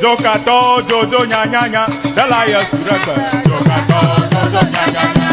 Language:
Ewe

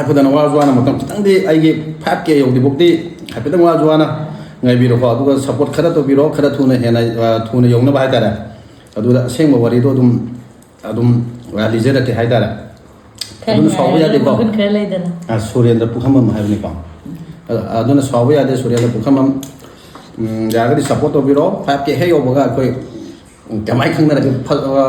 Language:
Manipuri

